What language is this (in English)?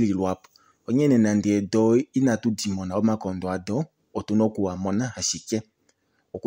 Kuanyama